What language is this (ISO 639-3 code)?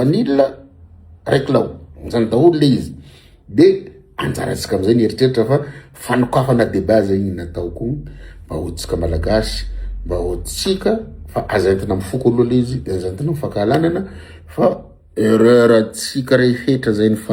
mlg